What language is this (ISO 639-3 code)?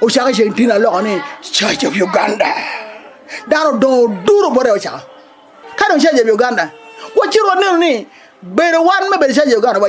ach